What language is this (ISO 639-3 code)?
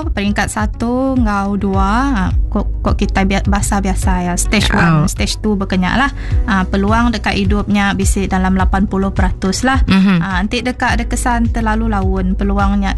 iba